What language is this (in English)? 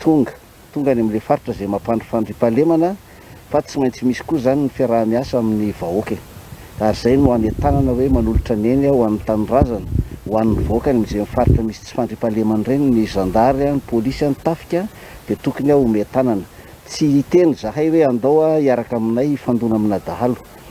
Malagasy